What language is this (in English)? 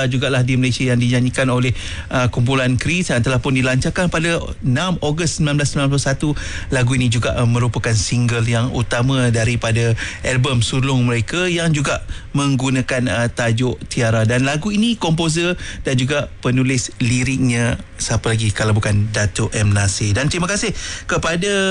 Malay